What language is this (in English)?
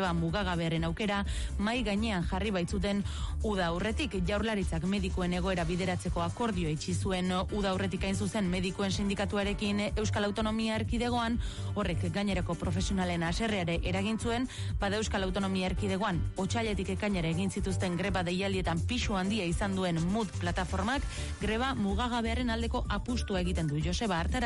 Basque